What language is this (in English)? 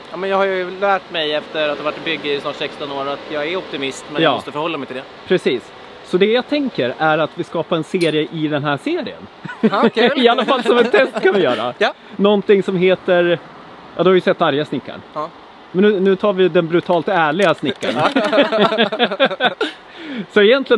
Swedish